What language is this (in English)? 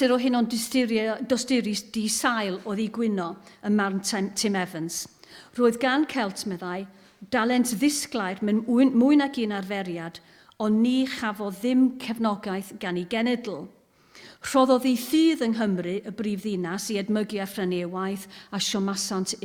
Welsh